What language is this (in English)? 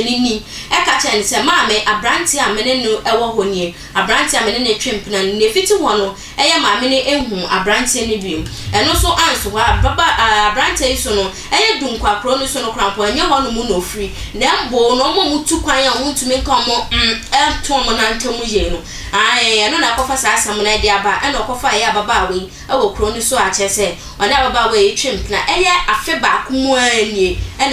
Akan